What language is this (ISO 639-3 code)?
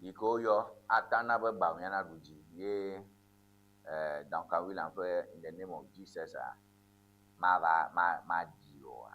ewe